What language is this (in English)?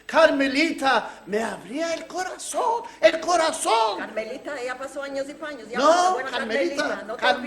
Ladino